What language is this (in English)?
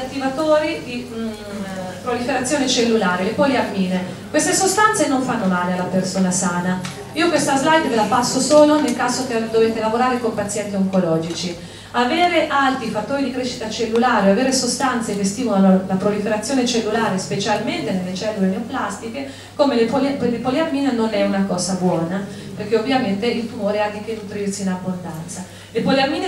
Italian